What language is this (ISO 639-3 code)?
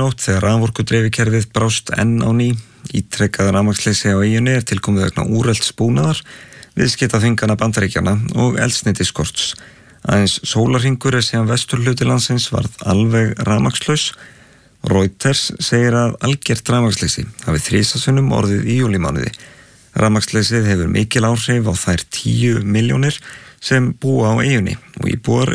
isl